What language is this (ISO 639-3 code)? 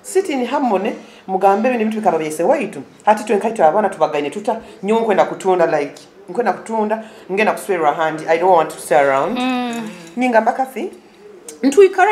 nyo